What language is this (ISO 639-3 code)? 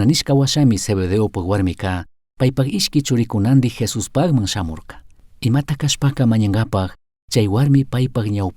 qug